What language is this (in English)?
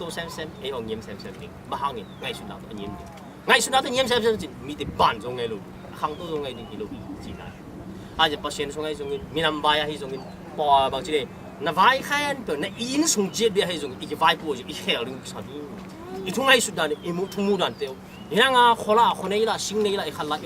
Tedim Chin